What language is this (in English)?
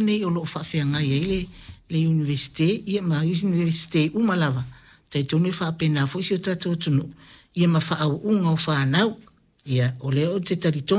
Samoan